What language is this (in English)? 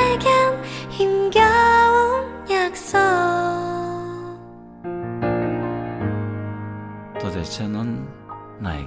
Korean